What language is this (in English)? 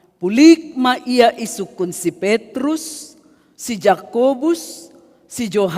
Batak Simalungun